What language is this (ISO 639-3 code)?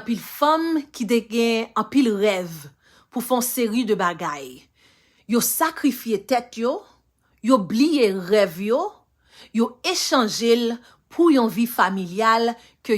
hat